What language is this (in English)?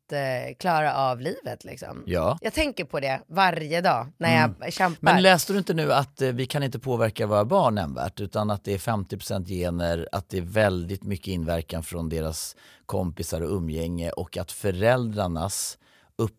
Swedish